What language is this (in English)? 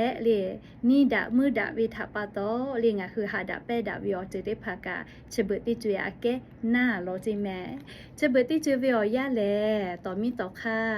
Lahu